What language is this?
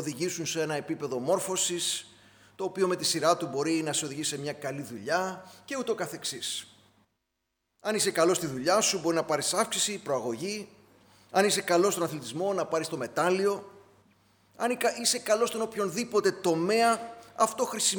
Greek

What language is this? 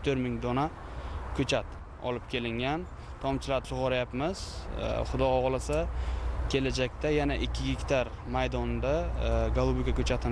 Uzbek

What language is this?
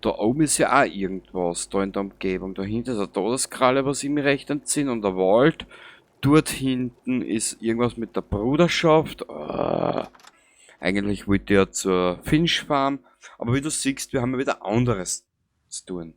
Bavarian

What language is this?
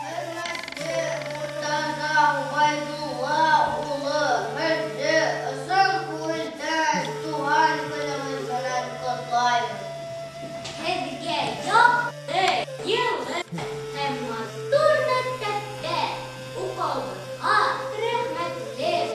Bashkir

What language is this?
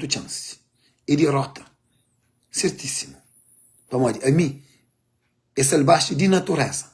Kabuverdianu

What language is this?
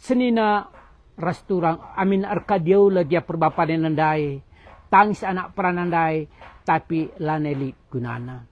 Batak Karo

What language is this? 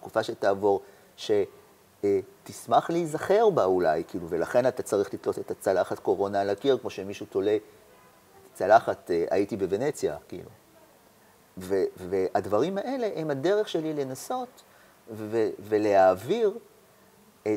Hebrew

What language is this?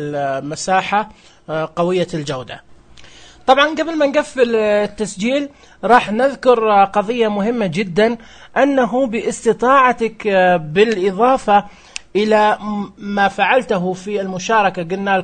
Najdi Arabic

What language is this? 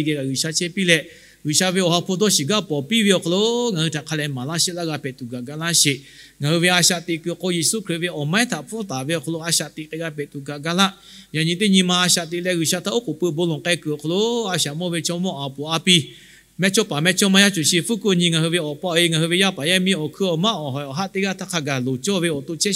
Lahu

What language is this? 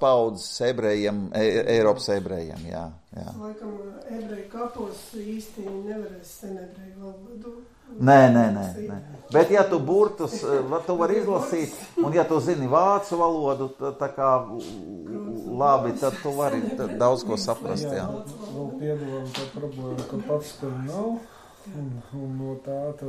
Latvian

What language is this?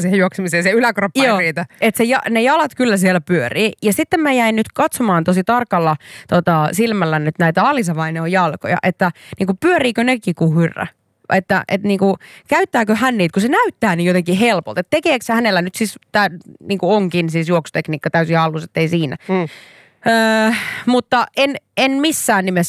Finnish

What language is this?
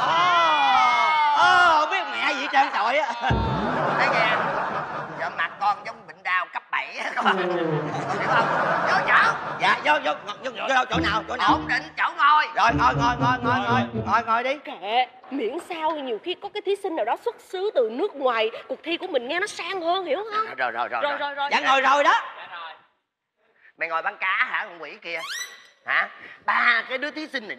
Vietnamese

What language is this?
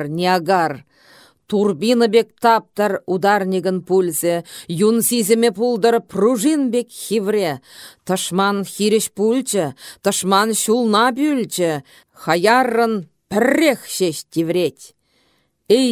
Chuvash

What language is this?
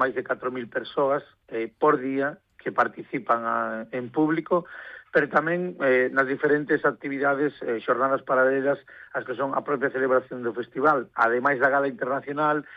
Galician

